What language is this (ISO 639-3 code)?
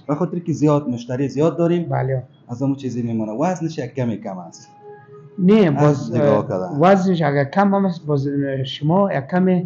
fas